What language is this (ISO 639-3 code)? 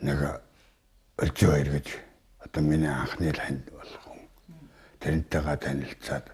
mon